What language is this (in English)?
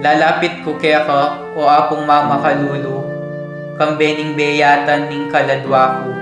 Pampanga